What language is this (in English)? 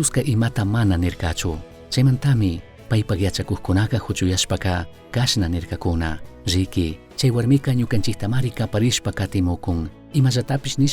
Chimborazo Highland Quichua